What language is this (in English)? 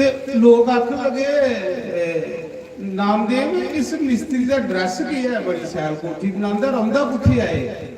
Dogri